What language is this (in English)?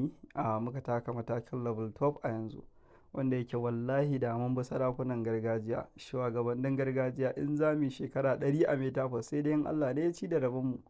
Hausa